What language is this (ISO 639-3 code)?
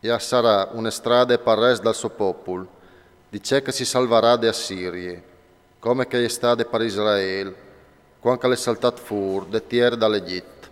fur